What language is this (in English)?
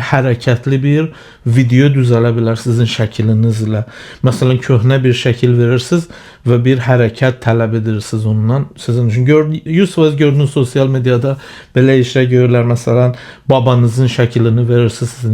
Azerbaijani